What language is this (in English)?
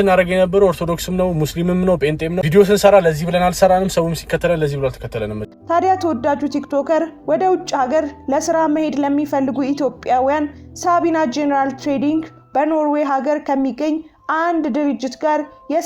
Amharic